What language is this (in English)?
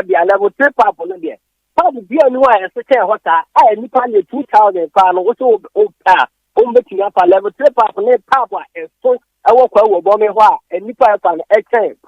Akan